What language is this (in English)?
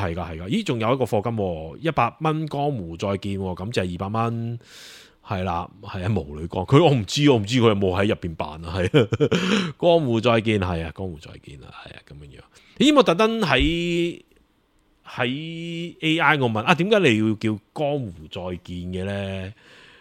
Cantonese